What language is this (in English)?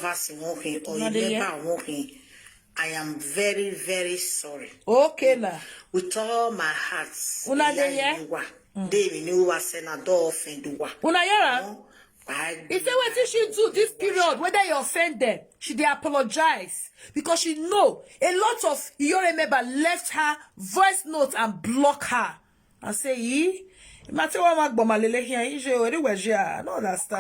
Nigerian Pidgin